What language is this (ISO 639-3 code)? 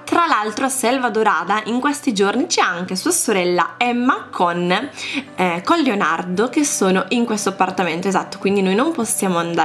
ita